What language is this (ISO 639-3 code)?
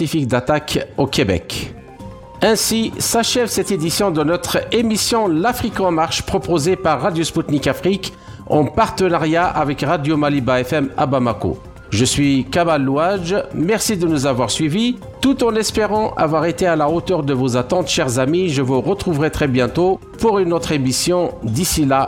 fra